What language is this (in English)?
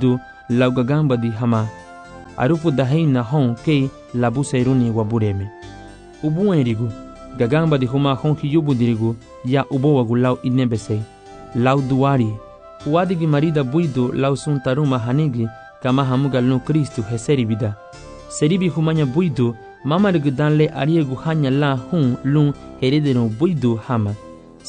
Garifuna